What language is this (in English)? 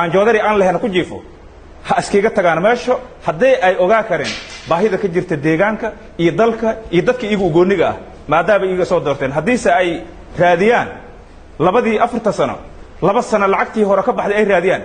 Somali